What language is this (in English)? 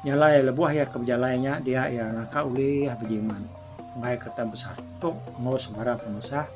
Iban